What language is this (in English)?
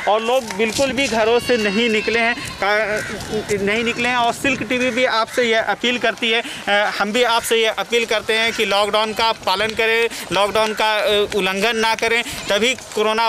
Hindi